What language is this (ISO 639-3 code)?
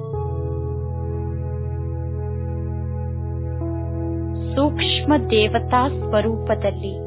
kan